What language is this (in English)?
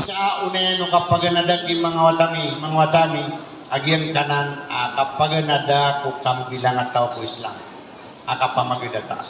Maranao